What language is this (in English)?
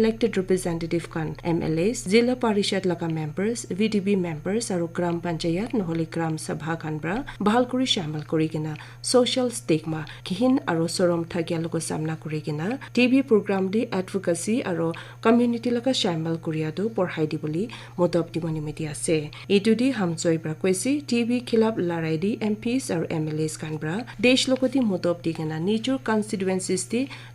Naga Pidgin